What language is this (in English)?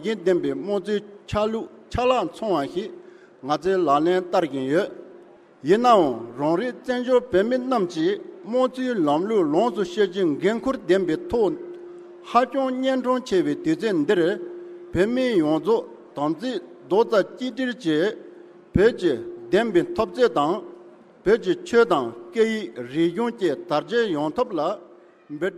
Tibetan